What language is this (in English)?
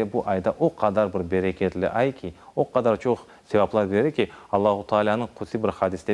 Crimean Tatar